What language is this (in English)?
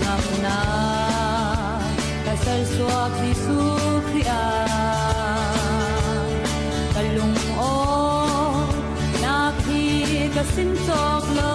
Falam Chin